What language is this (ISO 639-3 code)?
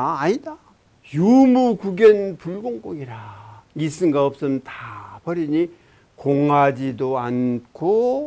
kor